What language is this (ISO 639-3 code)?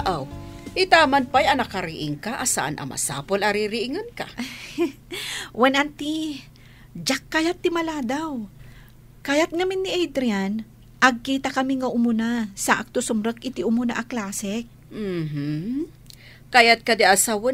ilo